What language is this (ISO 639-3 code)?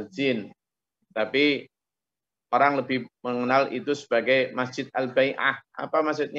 ind